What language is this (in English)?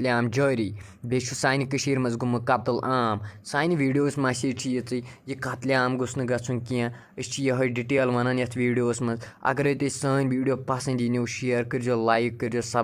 Kashmiri